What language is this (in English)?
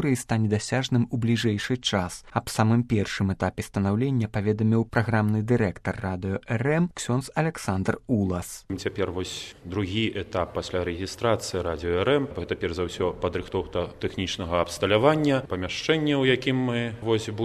Belarusian